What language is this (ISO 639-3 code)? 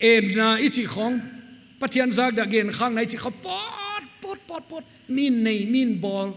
pck